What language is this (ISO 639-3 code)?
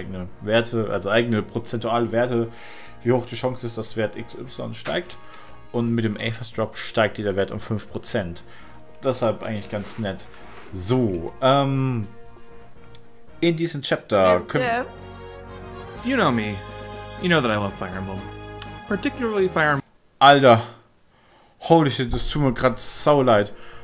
deu